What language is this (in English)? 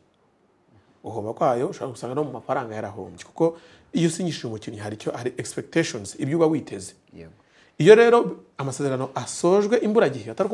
Kinyarwanda